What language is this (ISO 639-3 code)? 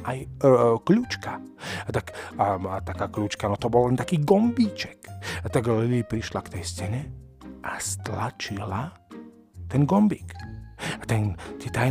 slk